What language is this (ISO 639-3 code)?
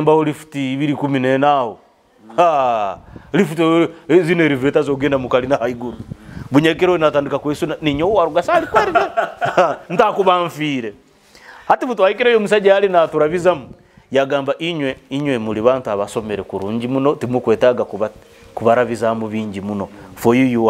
nyo